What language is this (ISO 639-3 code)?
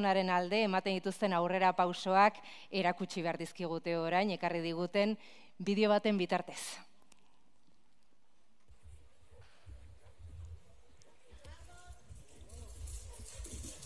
eus